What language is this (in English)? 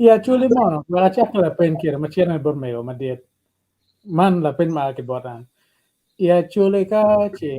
Acoli